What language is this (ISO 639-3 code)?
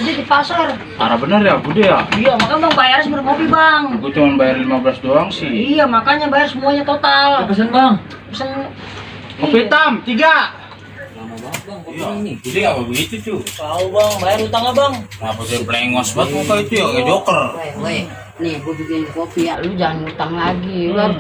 bew